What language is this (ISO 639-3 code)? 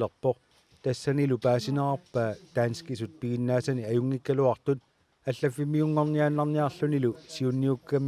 kal